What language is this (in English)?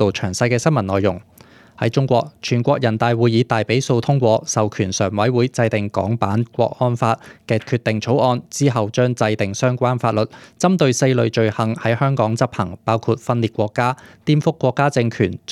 Cantonese